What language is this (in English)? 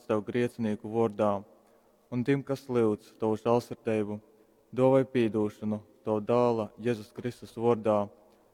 Latgalian